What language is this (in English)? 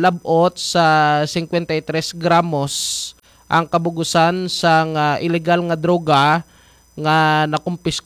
Hiligaynon